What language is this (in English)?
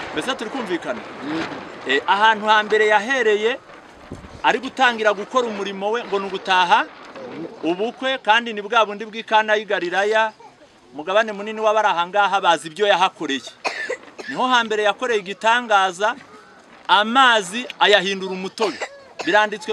Kinyarwanda